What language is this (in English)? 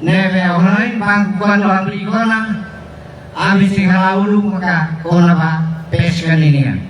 Tetum